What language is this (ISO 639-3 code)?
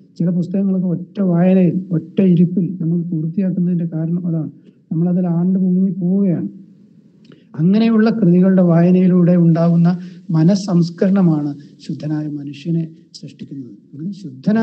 mal